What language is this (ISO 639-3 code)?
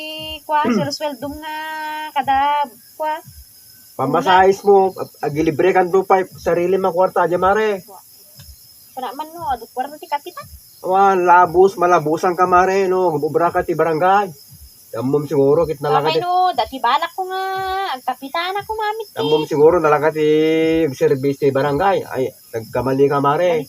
ilo